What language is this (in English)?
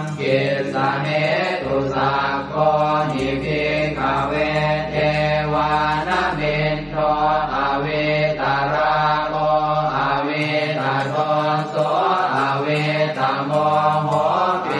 Pali